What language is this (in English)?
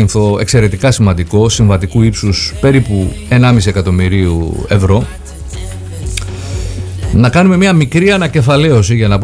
Greek